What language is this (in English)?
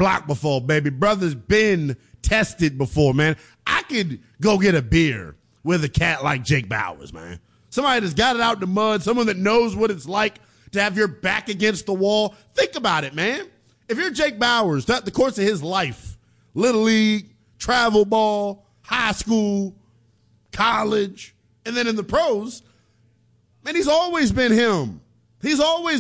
English